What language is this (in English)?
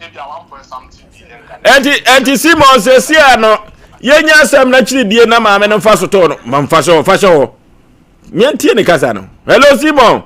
Akan